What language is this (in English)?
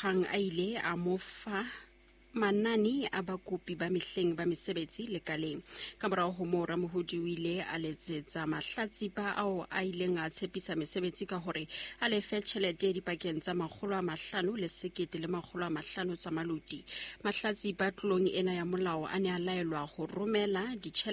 Southern Sotho